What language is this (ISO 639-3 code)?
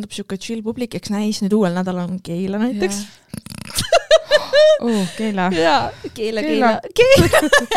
est